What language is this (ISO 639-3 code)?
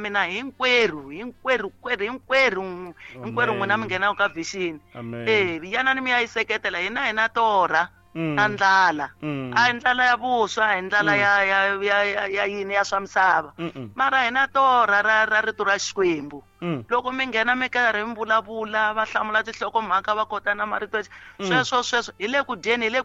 tso